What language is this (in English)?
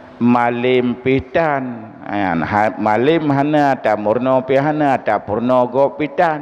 Achinese